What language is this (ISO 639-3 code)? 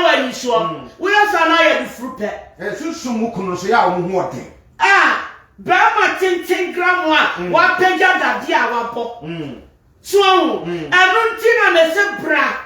aka